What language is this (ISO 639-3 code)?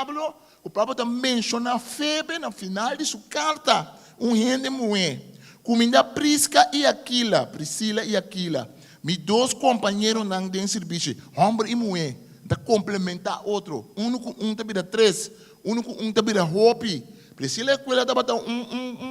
pap